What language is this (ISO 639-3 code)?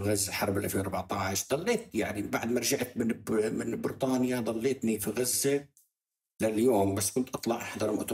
apc